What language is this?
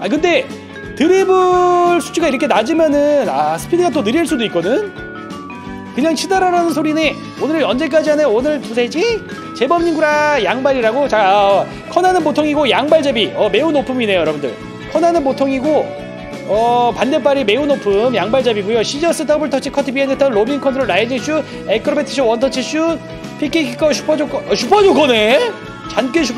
Korean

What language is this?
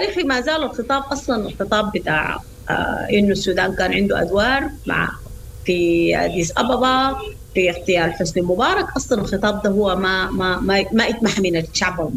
Sudanese Arabic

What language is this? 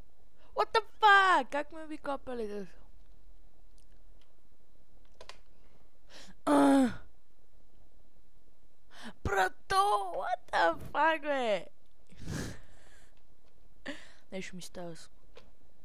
Bulgarian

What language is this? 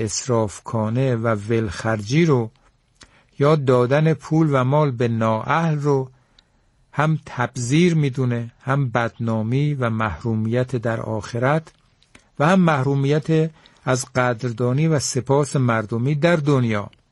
Persian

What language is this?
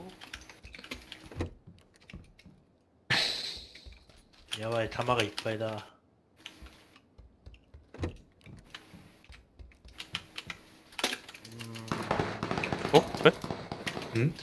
Japanese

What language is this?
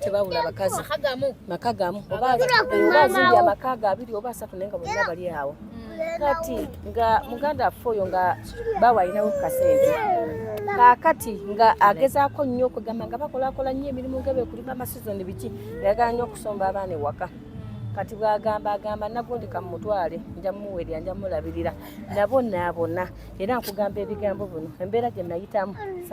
Ganda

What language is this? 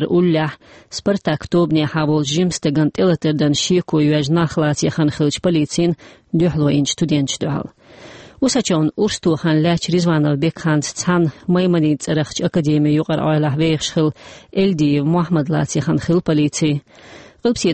Chechen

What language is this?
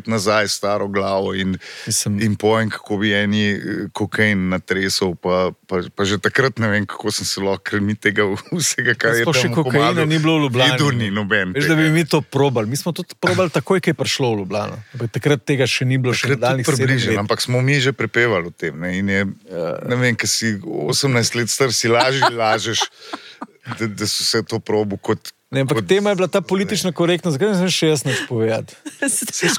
Slovenian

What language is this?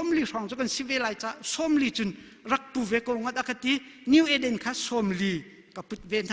Hakha Chin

